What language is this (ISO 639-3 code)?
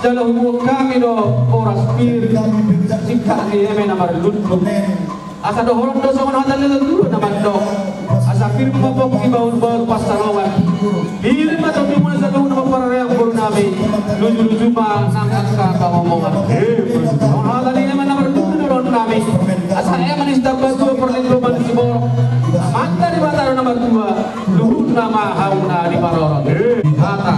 bbc